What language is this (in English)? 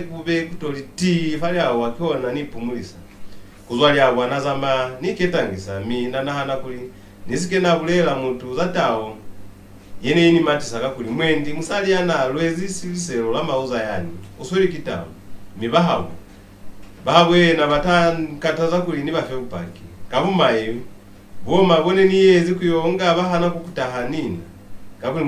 Lozi